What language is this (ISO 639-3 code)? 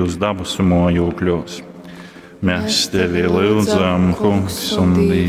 ltg